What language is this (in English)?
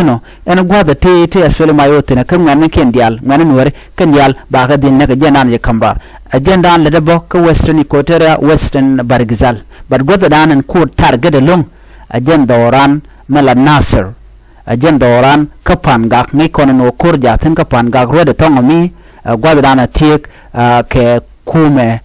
Nuer